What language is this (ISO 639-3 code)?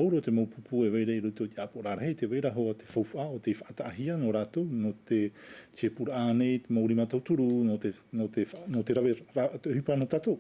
tah